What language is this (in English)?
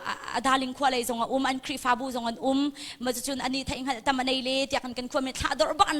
Hakha Chin